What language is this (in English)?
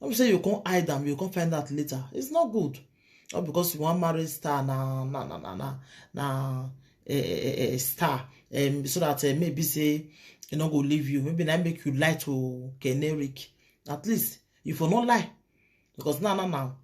Nigerian Pidgin